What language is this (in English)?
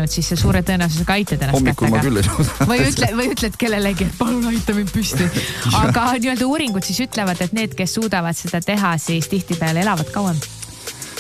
Estonian